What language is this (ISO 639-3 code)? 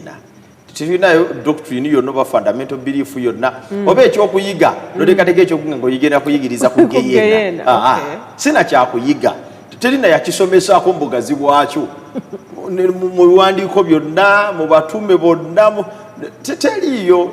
lug